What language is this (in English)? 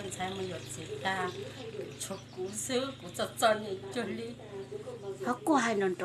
Hmong